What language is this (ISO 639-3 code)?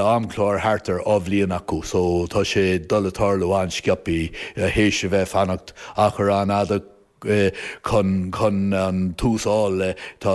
gle